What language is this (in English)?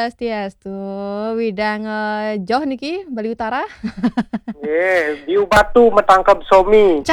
Balinese